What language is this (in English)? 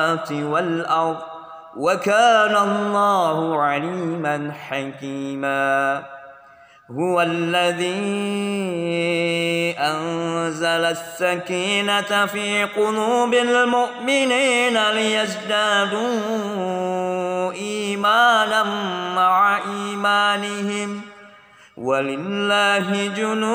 Arabic